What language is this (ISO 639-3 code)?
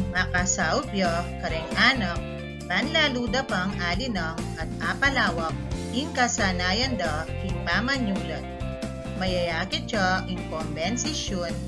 pam